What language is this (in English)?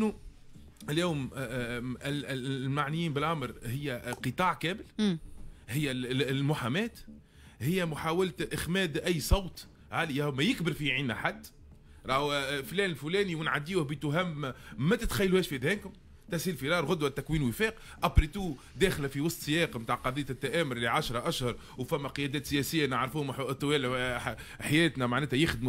Tunisian Arabic